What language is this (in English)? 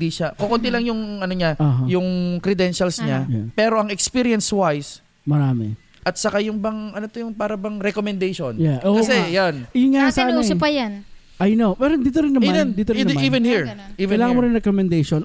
Filipino